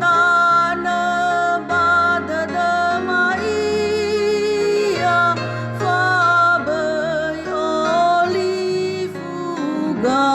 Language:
Nias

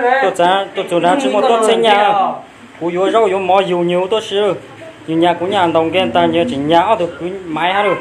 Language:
Hmong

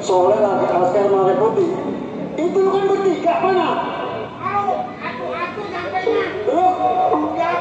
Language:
Betawi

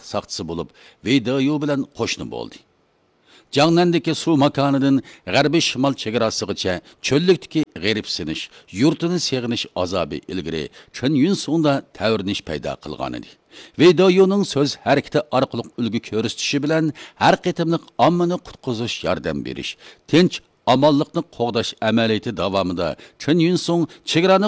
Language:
Uyghur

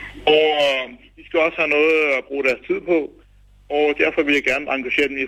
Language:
Danish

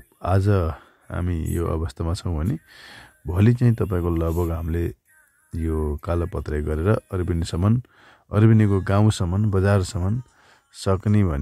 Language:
Nepali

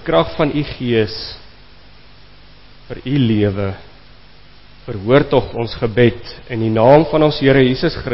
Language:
Afrikaans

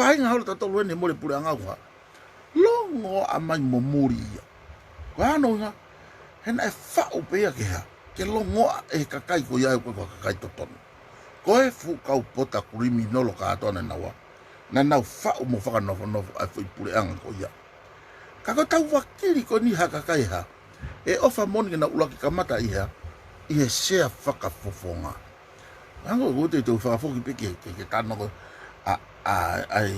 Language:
Tongan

